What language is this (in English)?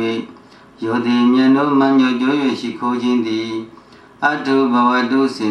Burmese